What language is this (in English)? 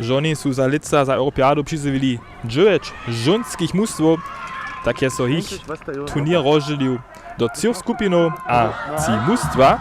Upper Sorbian